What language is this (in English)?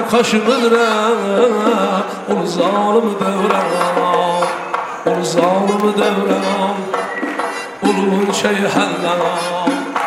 Turkish